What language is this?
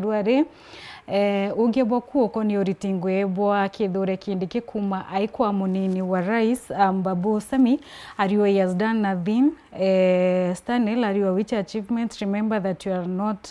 Meru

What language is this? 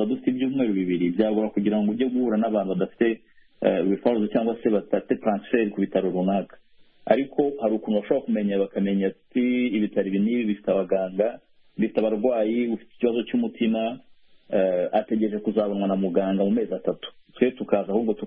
Kinyarwanda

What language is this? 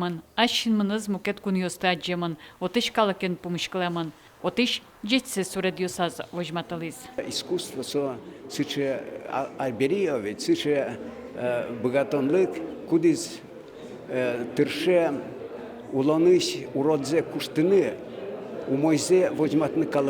Udmurt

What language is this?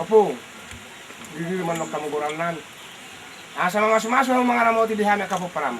Batak Toba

